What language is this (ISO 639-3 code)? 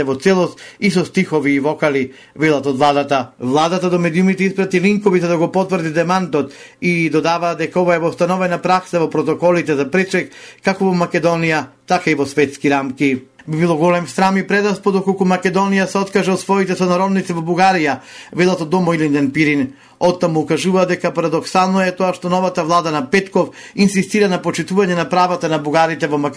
mkd